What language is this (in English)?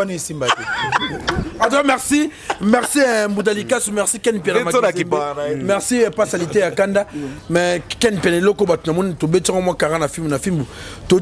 Lingala